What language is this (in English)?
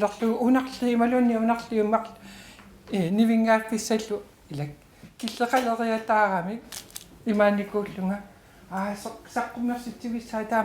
Kalaallisut